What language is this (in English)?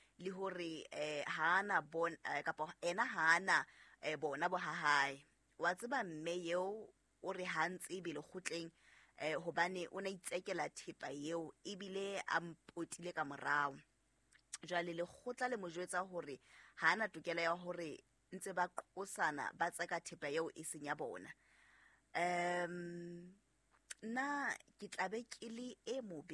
Southern Sotho